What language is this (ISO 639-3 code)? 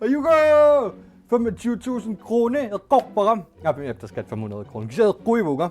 kal